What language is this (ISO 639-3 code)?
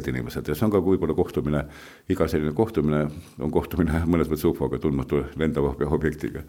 est